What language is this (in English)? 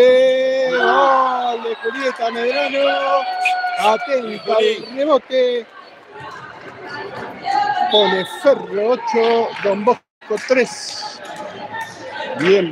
Spanish